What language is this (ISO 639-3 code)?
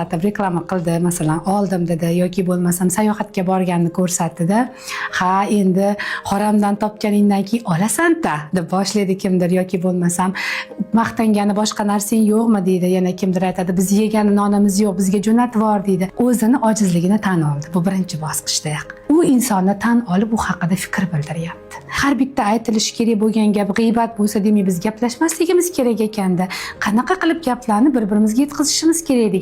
uzb